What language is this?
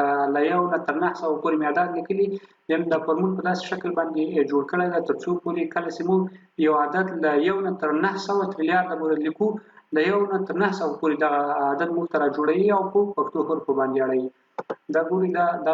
Pashto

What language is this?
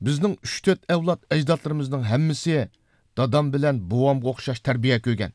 Uyghur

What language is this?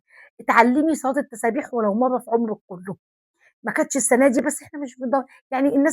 Egyptian Arabic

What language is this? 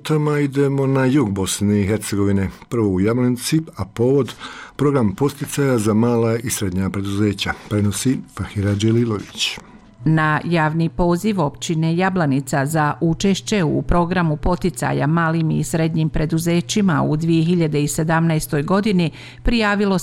Bosnian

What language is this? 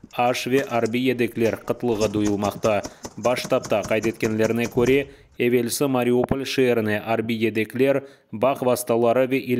Crimean Tatar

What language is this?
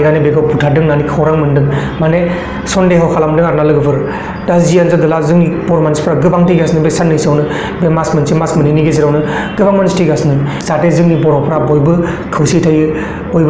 Bodo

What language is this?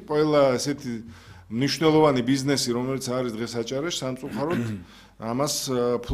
Georgian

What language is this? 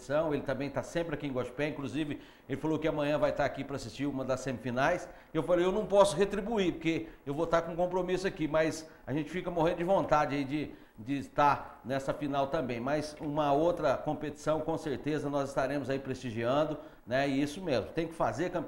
Portuguese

